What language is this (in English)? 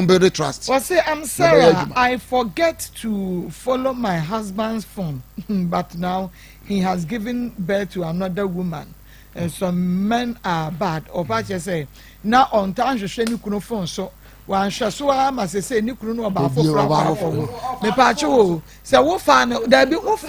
Akan